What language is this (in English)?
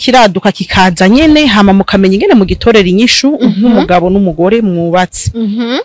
Rundi